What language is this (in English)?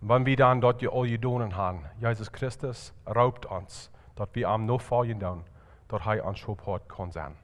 Plautdietsch